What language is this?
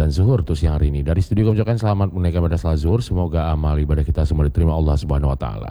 Indonesian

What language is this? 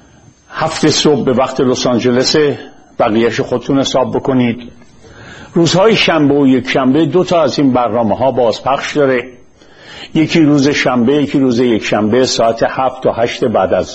Persian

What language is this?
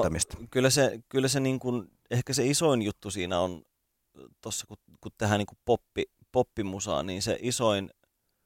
Finnish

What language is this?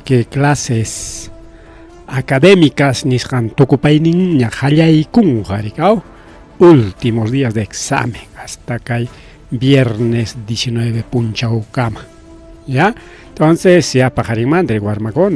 Ayacucho Quechua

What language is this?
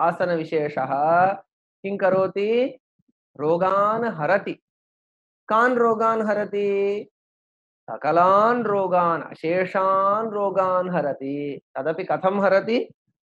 Sanskrit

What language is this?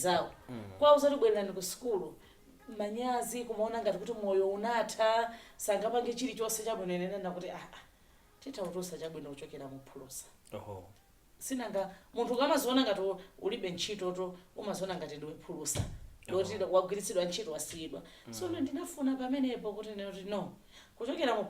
Nyanja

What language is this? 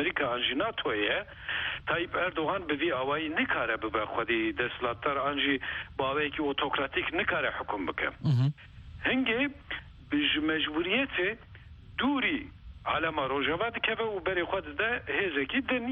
Kurdish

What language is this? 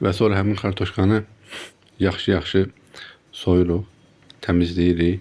Azerbaijani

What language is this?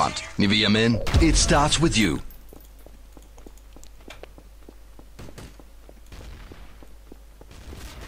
Danish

